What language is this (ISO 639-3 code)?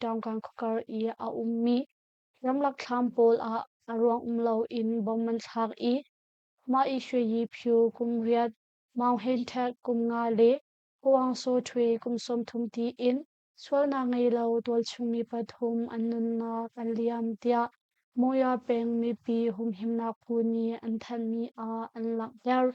cnh